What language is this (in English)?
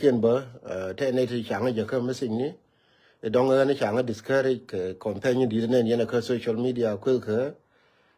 Nuer